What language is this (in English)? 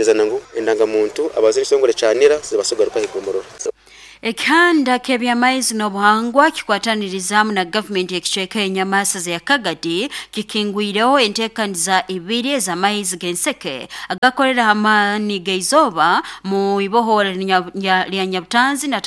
Nyoro